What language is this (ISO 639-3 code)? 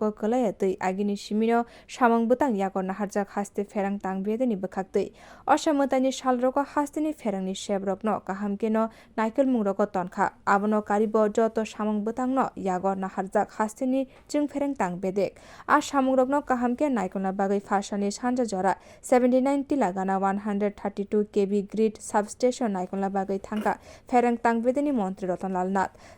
trp